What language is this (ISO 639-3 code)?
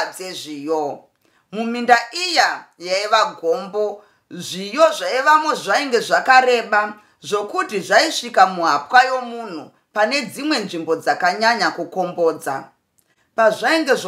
sna